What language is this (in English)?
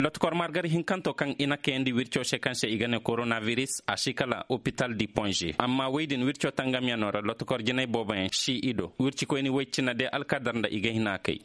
Zarma